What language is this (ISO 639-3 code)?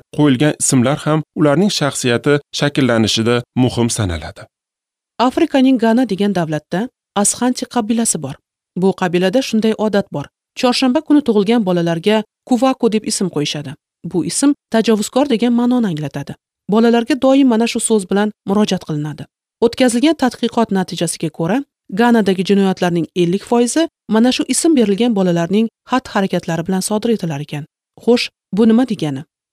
uzb